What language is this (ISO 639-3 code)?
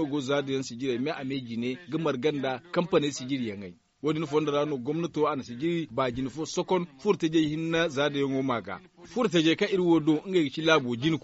dje